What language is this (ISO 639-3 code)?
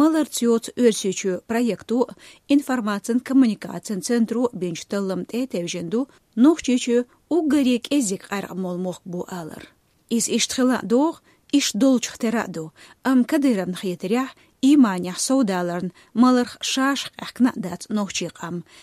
che